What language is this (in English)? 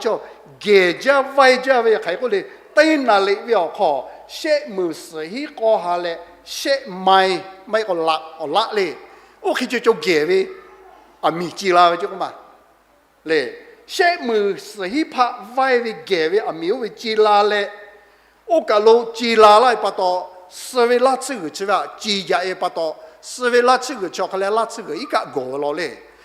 Lahu